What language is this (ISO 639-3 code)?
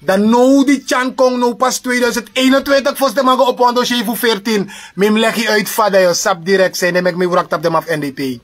srn